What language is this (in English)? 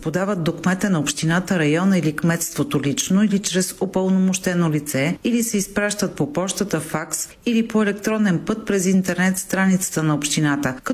Bulgarian